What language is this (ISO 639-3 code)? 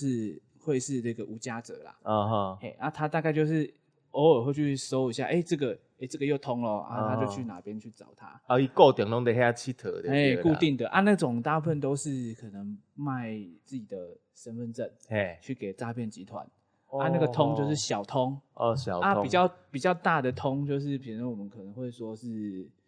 nan